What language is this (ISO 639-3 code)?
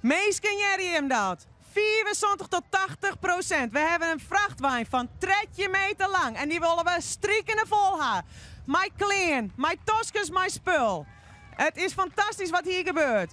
fry